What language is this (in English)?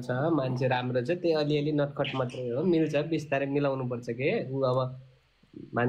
Nepali